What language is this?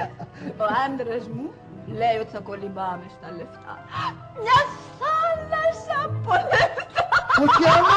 Greek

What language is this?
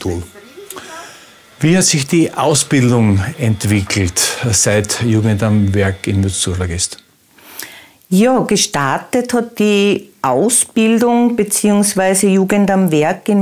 German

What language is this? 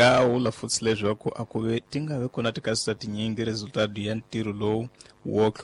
Tsonga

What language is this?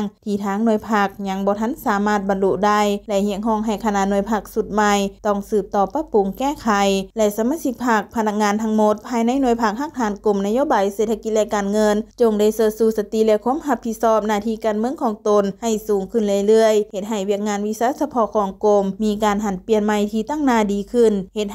Lao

